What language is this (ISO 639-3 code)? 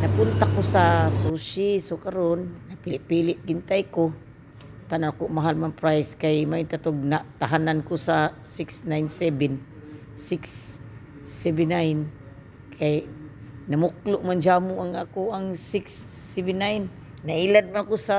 ceb